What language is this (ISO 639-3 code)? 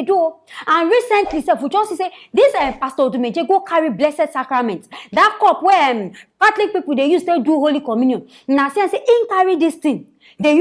pcm